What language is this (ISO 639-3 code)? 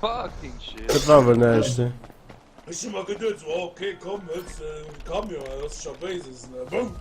ltz